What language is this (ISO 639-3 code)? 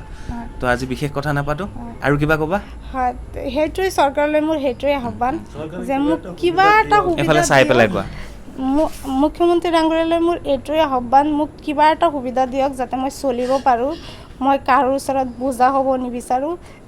asm